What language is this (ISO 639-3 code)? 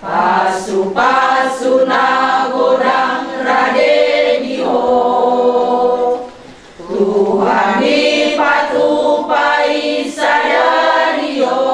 bbc